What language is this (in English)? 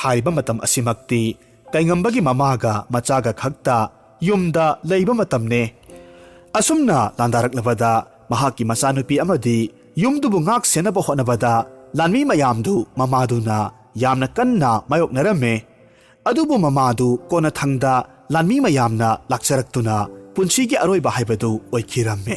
Manipuri